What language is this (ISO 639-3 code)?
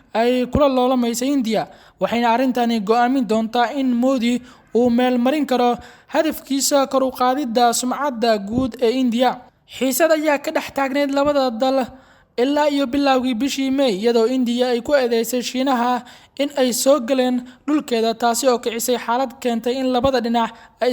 som